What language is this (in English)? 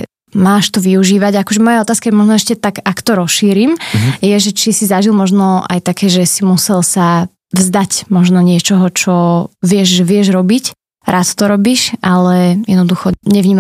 Slovak